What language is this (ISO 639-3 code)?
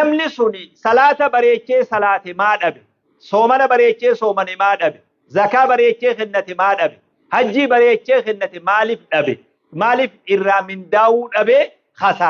orm